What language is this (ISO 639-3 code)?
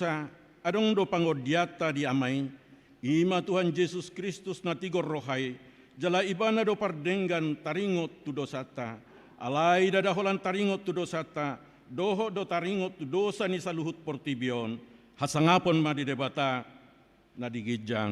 bbc